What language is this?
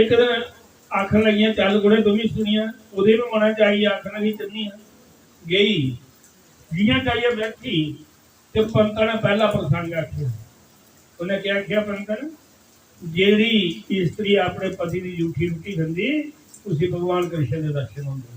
Dogri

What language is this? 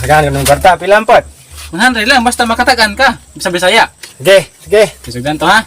Cebuano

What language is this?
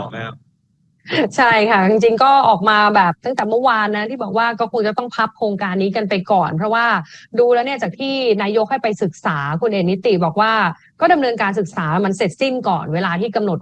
Thai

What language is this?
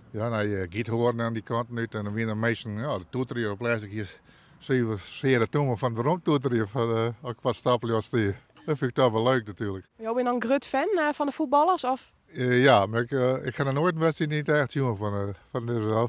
Western Frisian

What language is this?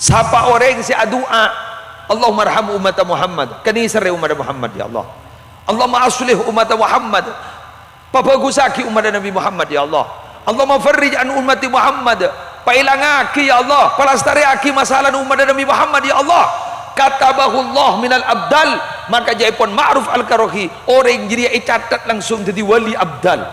Madurese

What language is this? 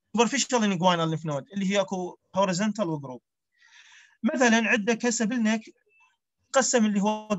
Mesopotamian Arabic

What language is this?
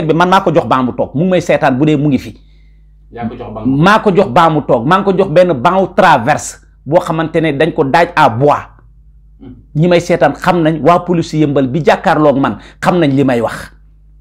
Wolof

